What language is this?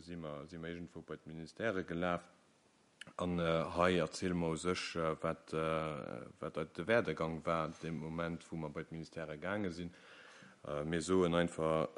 Luxembourgish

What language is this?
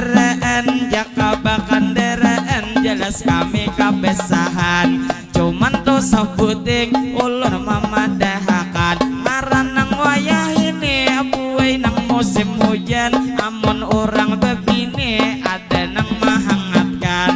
Banjar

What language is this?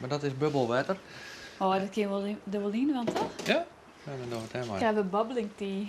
Western Frisian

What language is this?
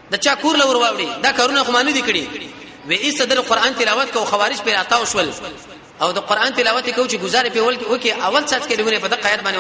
Pashto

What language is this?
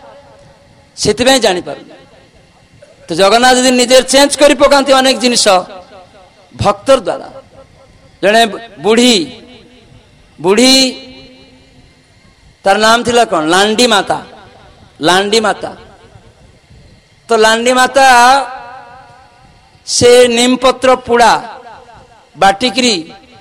Odia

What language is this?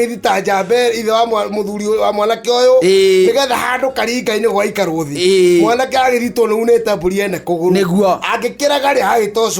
Kikuyu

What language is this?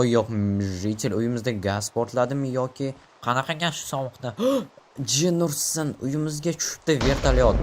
Uzbek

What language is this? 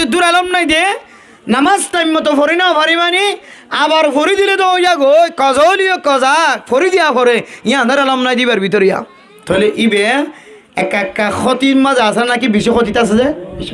Rohingya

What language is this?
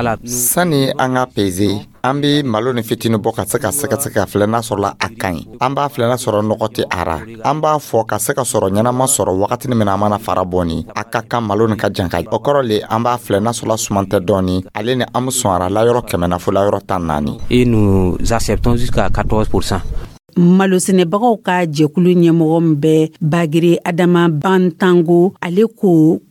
Dyula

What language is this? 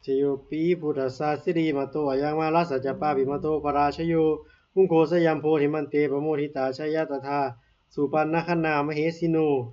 Pali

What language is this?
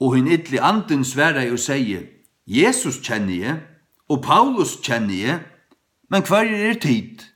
Faroese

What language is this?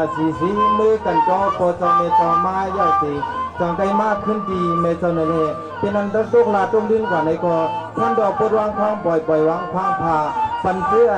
Shan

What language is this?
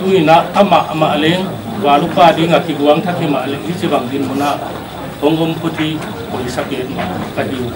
Paite Chin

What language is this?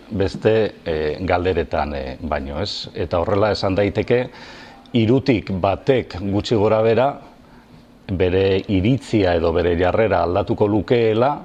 Basque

